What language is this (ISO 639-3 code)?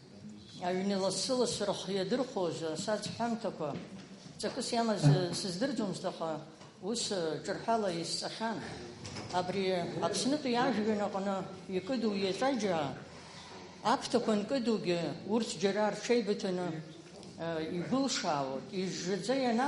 abk